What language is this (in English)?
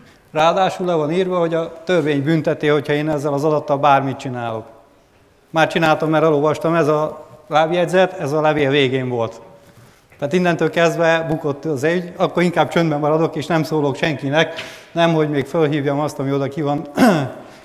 Hungarian